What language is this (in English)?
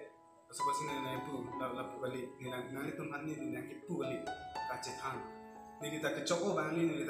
Karbi